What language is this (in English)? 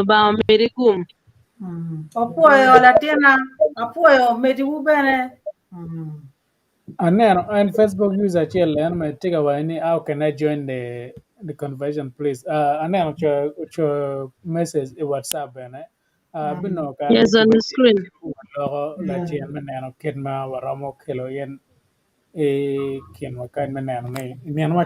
Acoli